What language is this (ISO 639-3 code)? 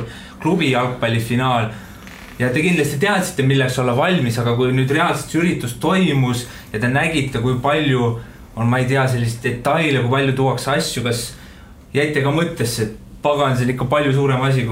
est